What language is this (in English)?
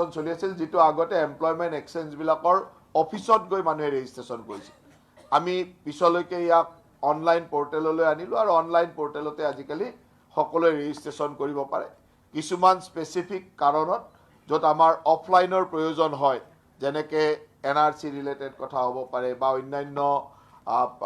Assamese